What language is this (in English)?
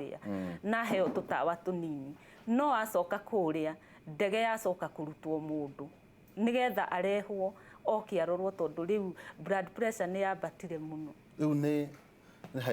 Kikuyu